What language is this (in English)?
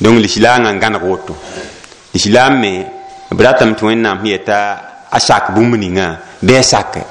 Mossi